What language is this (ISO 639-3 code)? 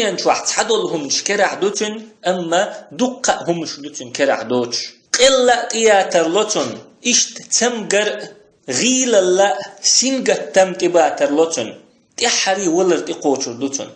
che